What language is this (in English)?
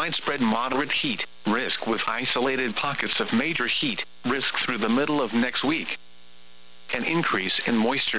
English